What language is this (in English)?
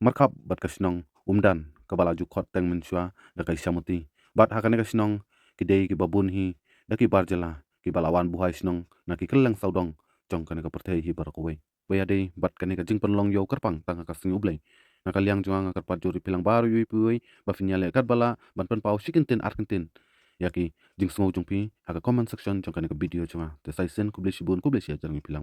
Khasi